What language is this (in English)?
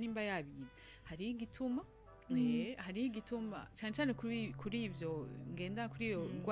Rundi